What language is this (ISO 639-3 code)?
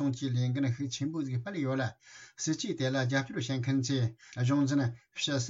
bod